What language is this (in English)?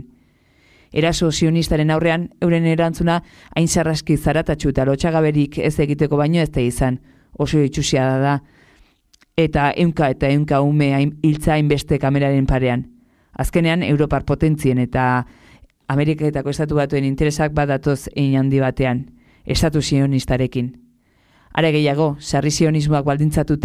Basque